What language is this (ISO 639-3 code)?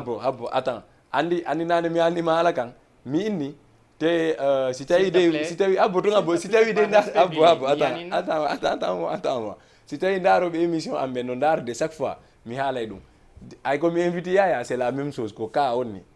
ful